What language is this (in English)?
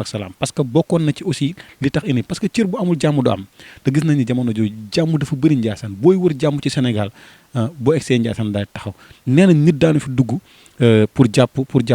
Wolof